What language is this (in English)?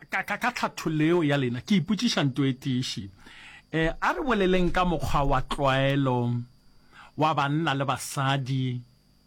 Northern Sotho